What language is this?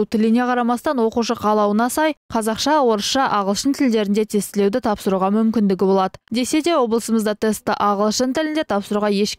Kazakh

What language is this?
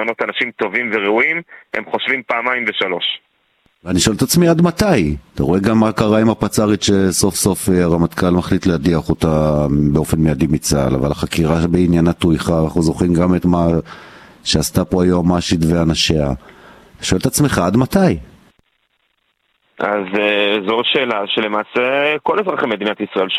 Hebrew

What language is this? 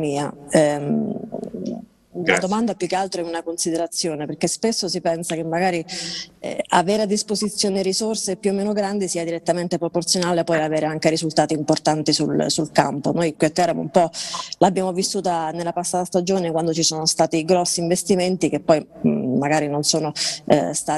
Italian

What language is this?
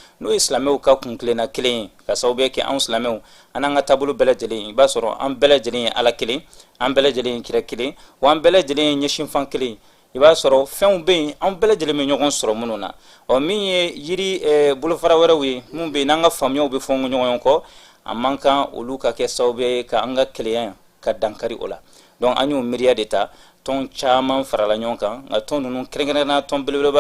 Bambara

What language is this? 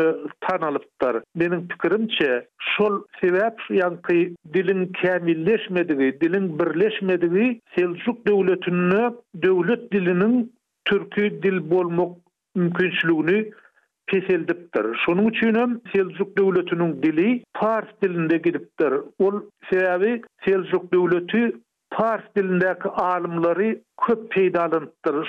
Turkmen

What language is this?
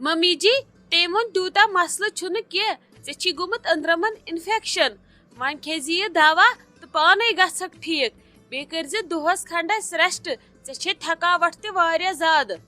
Kashmiri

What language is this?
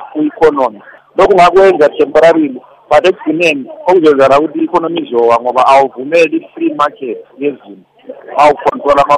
North Ndebele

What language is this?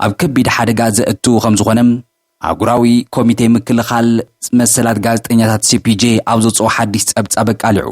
Tigrinya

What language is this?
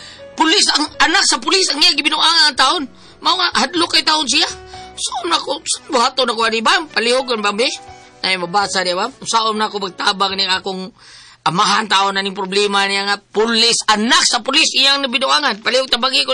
Cebuano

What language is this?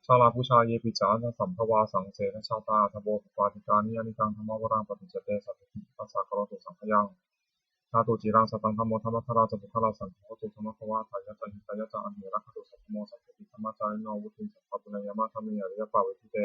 Pali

